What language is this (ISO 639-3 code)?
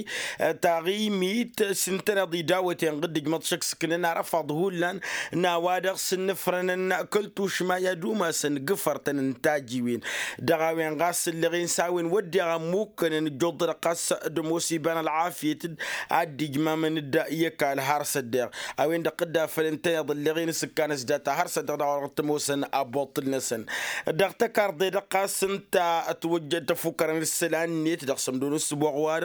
taq